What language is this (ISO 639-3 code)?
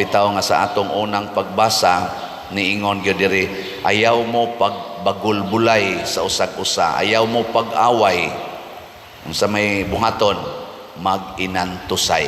ceb